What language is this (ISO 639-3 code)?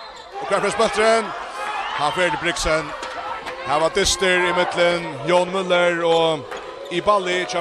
fao